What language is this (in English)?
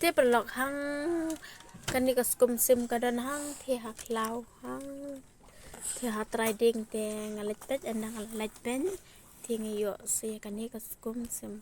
Khasi